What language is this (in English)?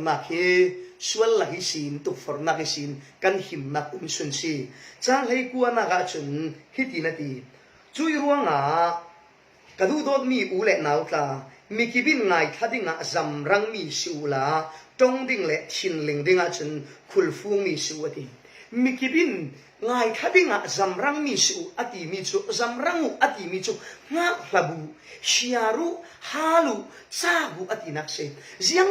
Falam Chin